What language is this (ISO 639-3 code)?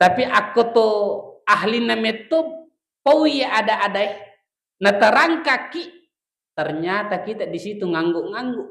bug